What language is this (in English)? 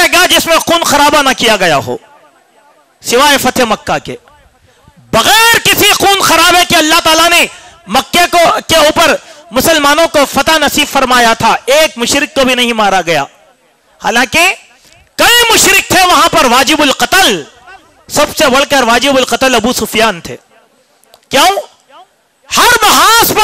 Urdu